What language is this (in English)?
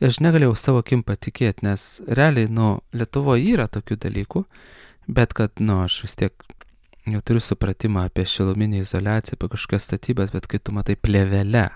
Lithuanian